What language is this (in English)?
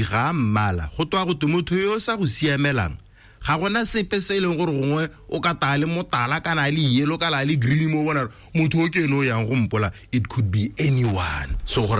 Tswana